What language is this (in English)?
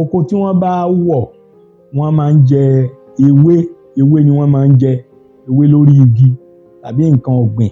Yoruba